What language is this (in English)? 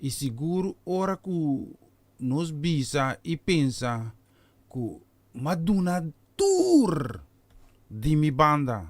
Papiamento